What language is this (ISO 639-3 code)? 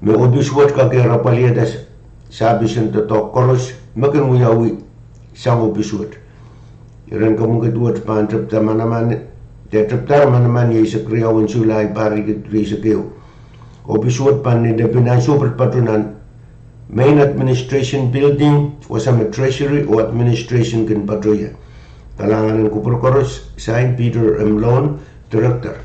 pon